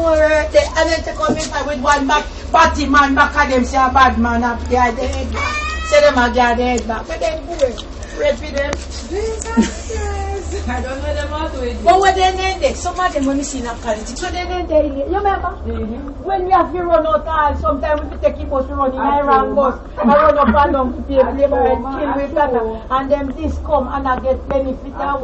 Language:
Jamaican Creole English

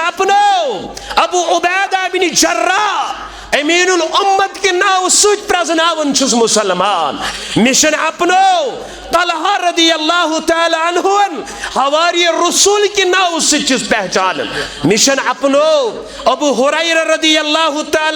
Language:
Kashmiri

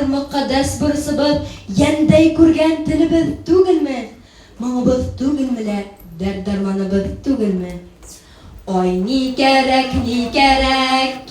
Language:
Bashkir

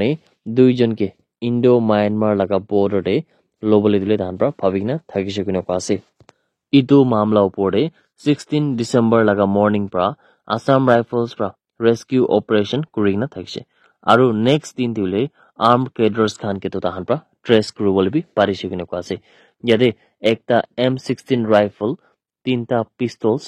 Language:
Naga Pidgin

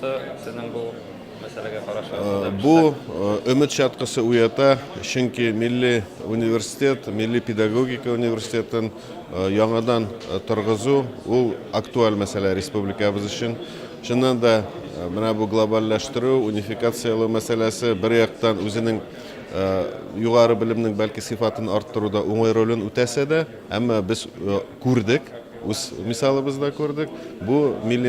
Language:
Tatar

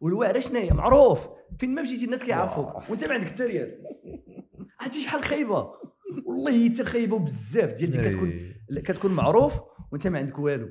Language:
Moroccan Arabic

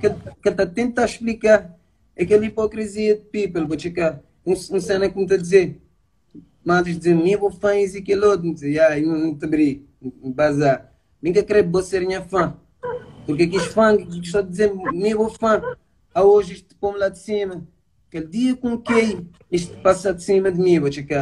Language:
Kabuverdianu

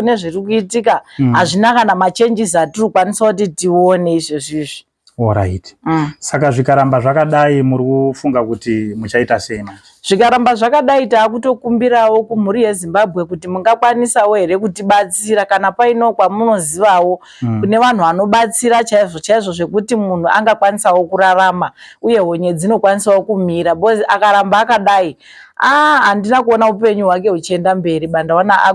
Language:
Shona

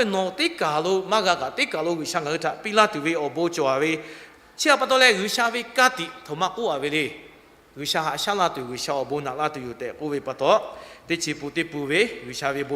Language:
Lahu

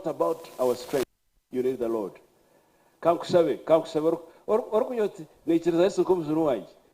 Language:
Nyankole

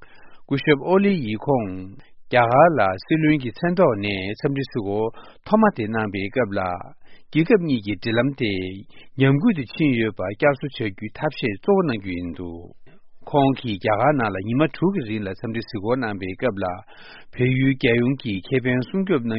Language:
Tibetan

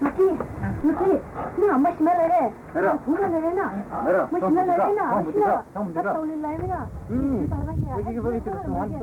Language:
Poumei Naga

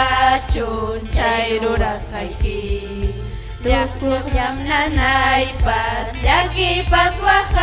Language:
Ayacucho Quechua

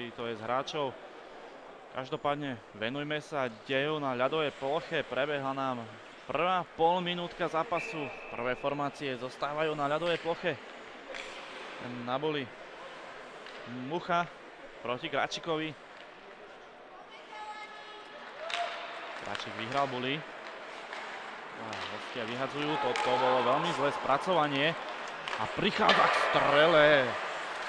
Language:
Slovak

